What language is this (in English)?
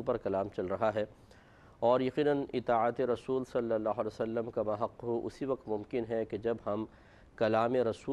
Urdu